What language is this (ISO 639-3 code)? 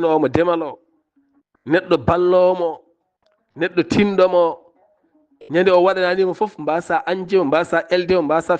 ful